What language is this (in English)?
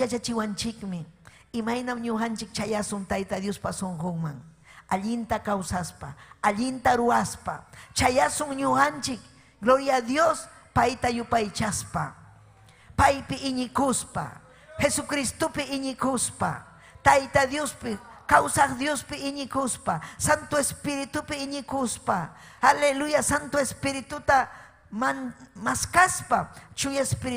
Ayacucho Quechua